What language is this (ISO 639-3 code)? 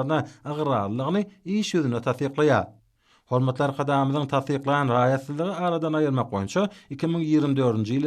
tuk